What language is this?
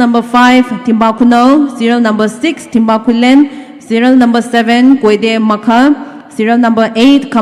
Poumei Naga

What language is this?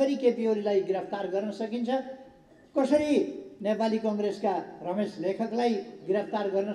Nepali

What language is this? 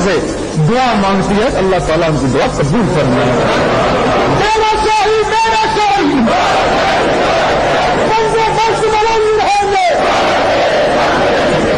Urdu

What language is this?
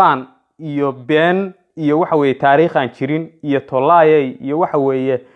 Somali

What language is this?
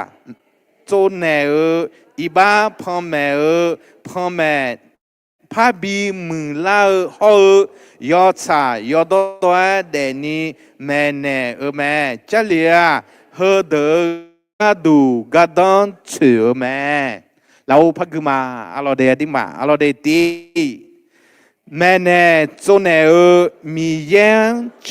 Akha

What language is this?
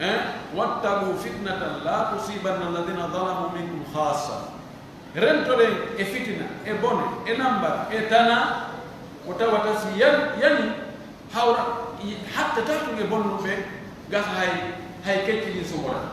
Pular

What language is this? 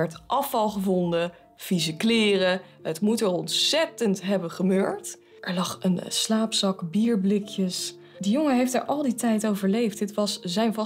Dutch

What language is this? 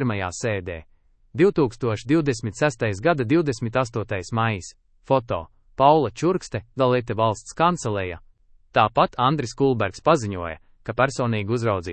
Latvian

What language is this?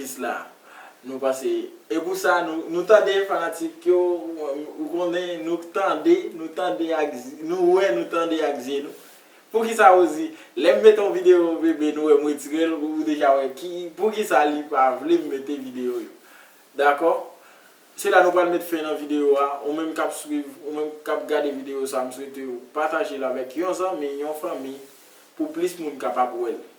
Haitian Creole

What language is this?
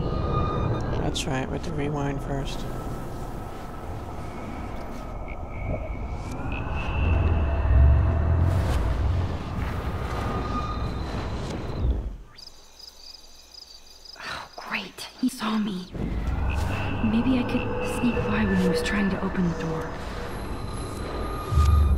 English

